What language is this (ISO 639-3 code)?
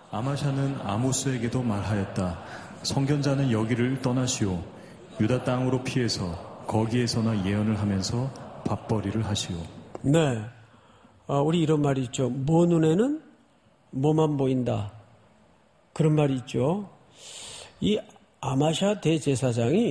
kor